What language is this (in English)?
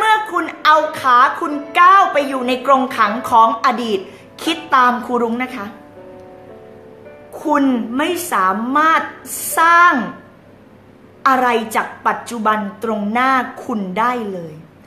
Thai